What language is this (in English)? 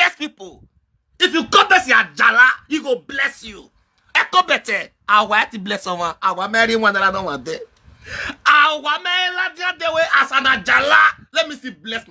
Nigerian Pidgin